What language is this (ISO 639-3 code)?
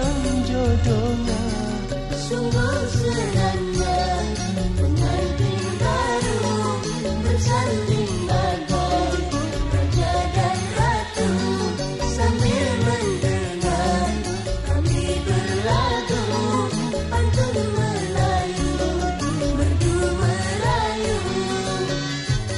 msa